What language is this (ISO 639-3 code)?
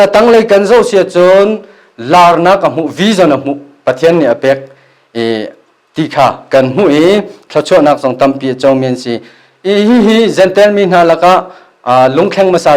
cnh